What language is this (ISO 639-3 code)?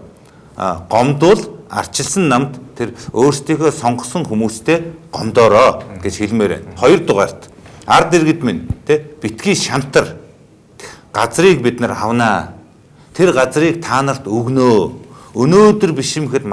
mon